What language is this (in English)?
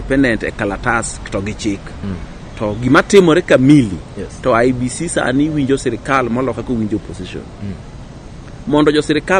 Luo (Kenya and Tanzania)